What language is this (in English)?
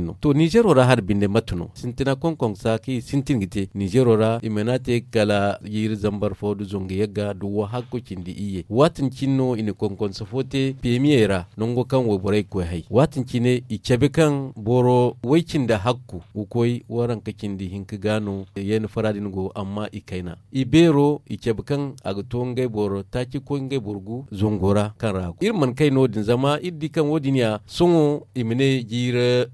Zarma